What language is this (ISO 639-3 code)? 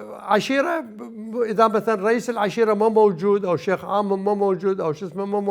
acm